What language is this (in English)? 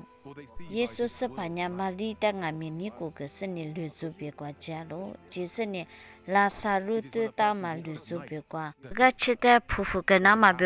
Lisu